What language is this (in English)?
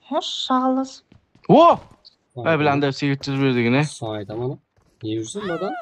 Kara-Kalpak